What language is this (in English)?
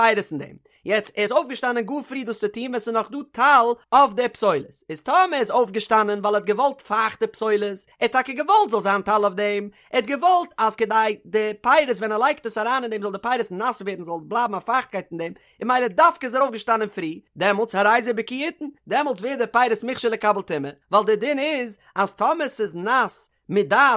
Yiddish